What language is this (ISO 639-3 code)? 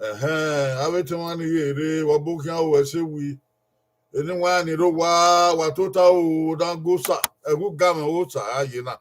bin